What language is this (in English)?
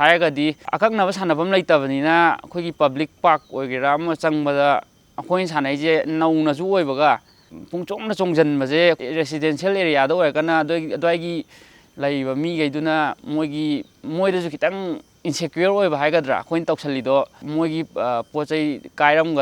Manipuri